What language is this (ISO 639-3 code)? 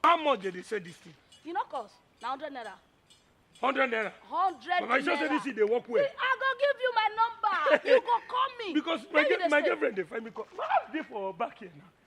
pcm